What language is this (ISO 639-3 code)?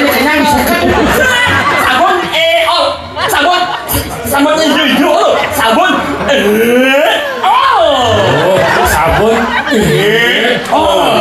ban